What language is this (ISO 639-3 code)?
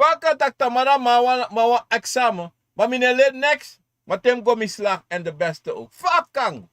srn